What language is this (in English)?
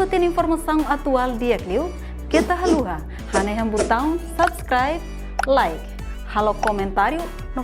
Tetum